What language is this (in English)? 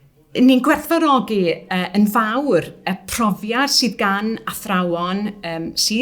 Welsh